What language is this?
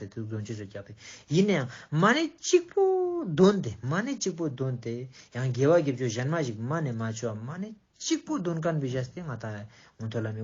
Ladakhi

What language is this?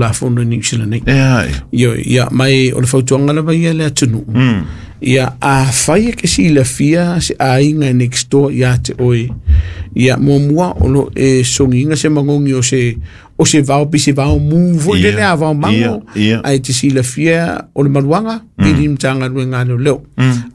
Samoan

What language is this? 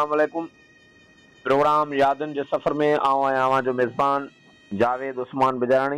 Sindhi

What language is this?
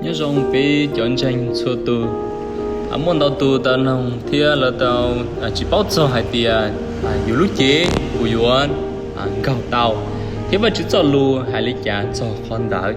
Hmong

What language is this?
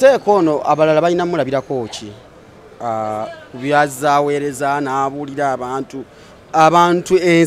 Ganda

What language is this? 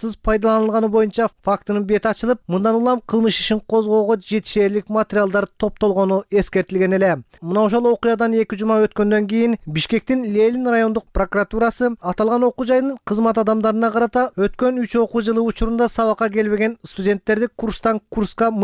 Kyrgyz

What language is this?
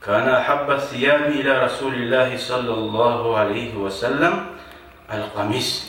Kumyk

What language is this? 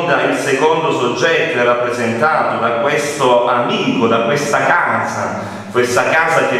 Italian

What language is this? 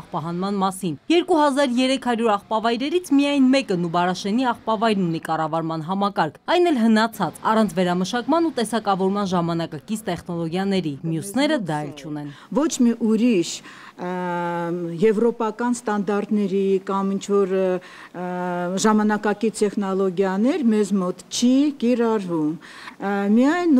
Armenian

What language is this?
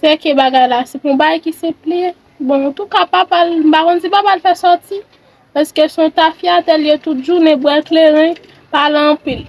Haitian Creole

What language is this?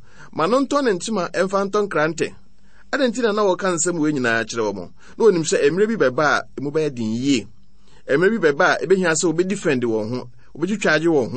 Akan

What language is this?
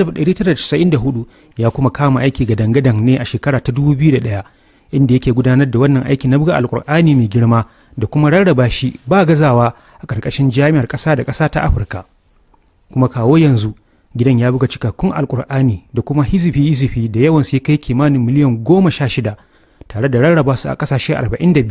Hausa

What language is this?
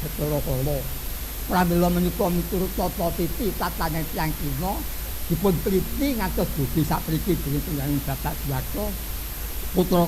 Javanese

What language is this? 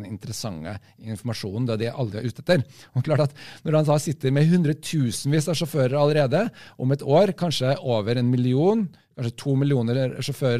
Norwegian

